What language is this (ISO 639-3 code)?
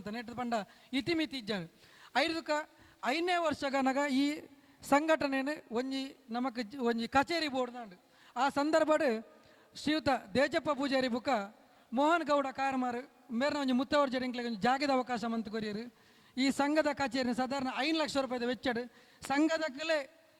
tcy